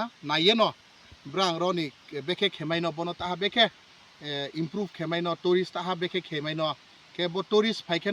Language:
Kok Borok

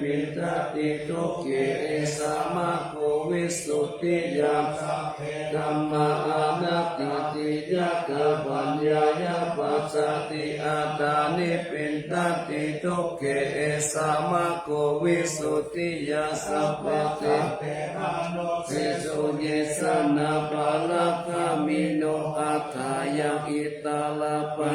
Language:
Pali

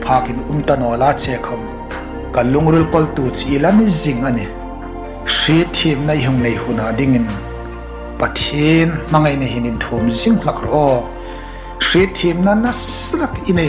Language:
Hmar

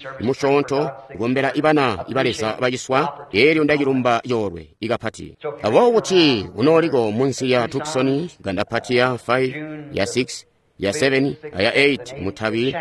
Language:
Tonga (Zambia)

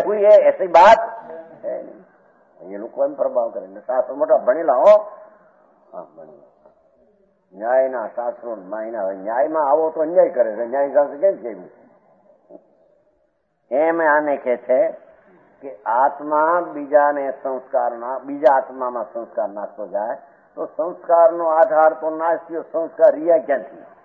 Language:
Gujarati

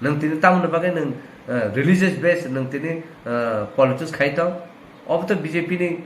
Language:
Kok Borok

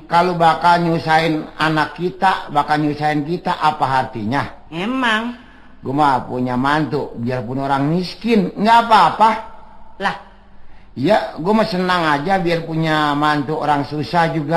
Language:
Betawi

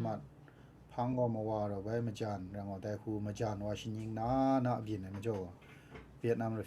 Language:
Kachin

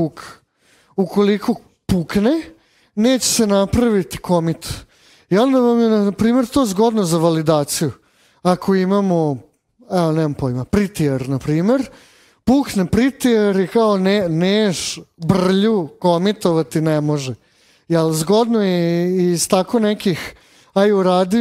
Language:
Serbian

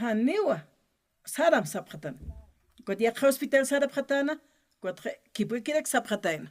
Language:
Aymara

